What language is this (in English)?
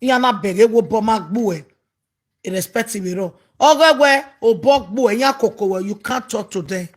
Nigerian Pidgin